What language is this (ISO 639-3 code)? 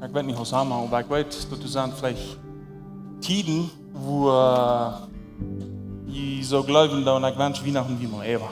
pdt